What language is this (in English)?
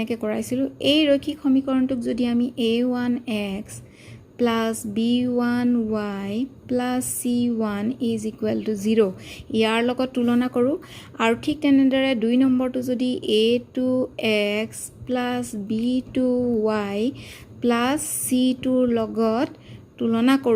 Assamese